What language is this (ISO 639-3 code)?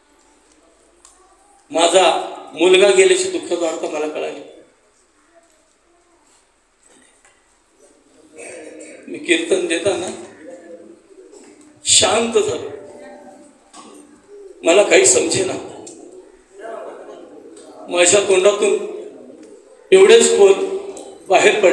mar